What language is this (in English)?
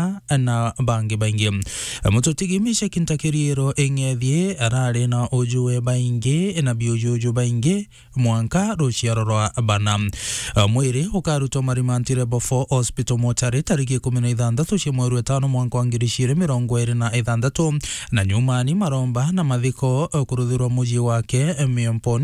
Meru